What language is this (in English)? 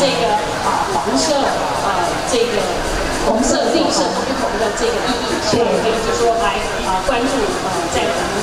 Chinese